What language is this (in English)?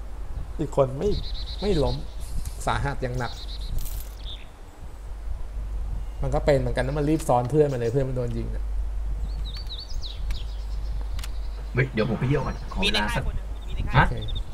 Thai